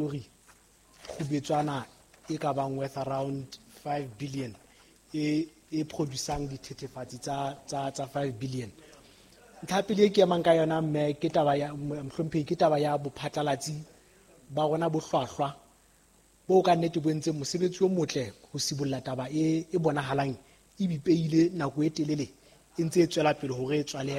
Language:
Southern Sotho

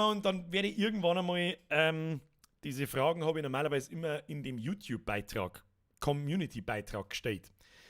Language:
Bavarian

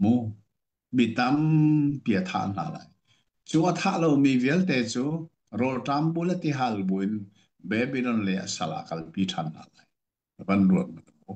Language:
Hakha Chin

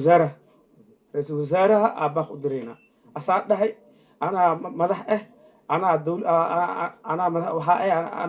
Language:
Somali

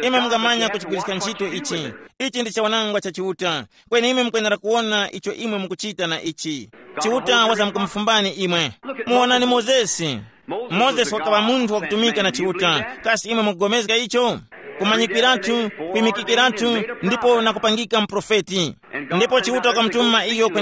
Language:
Tumbuka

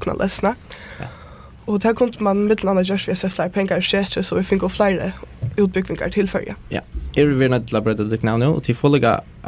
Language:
Faroese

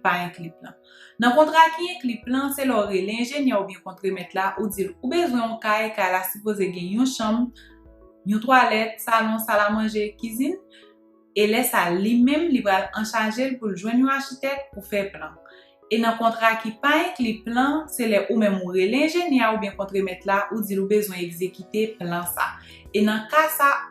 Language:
Haitian Creole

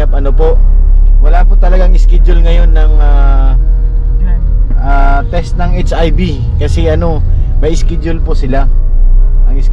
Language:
Filipino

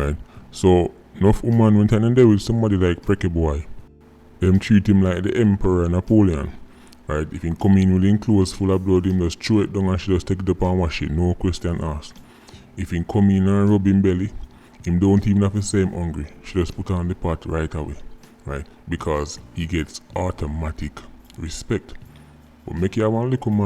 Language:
Jamaican Creole English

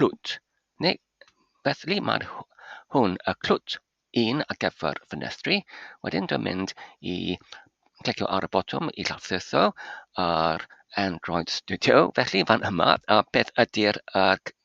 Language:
Welsh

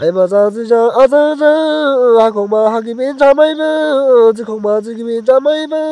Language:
Dimasa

